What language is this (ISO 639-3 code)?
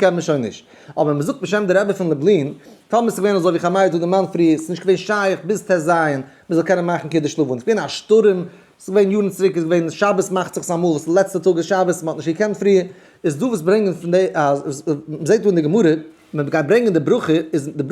yid